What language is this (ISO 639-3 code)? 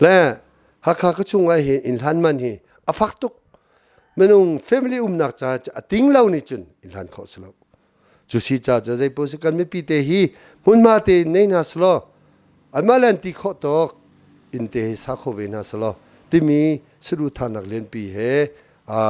cnh